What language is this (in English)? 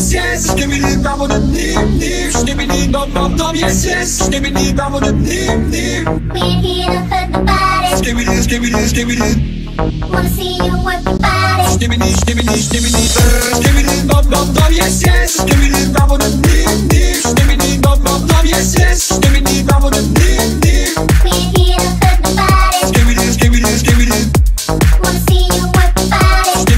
English